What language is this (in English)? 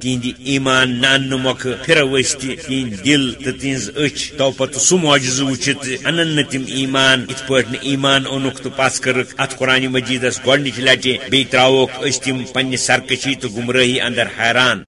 Kashmiri